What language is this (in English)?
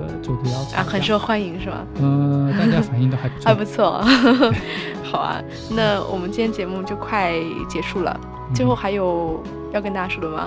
Chinese